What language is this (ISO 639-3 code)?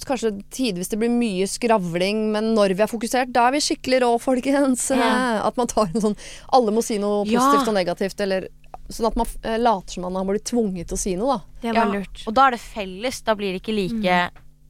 nor